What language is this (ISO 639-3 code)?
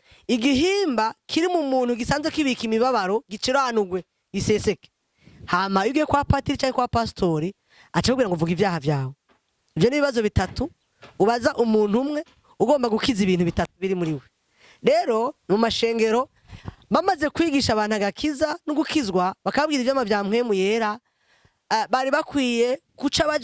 run